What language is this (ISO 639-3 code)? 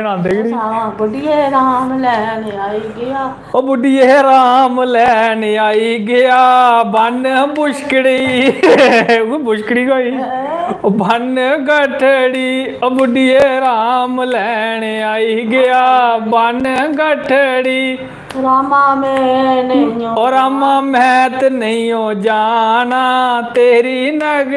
doi